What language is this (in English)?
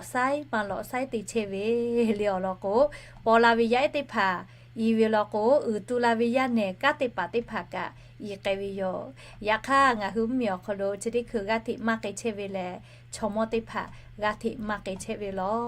Lahu